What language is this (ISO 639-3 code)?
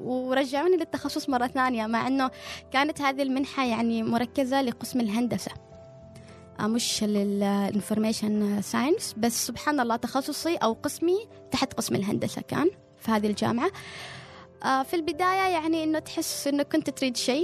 afb